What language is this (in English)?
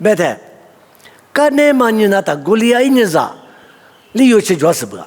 Lisu